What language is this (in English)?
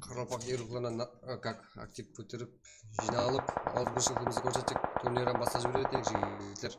Kara-Kalpak